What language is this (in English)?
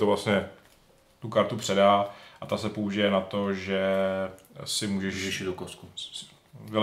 Czech